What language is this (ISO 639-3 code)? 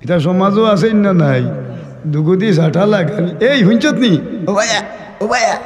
syl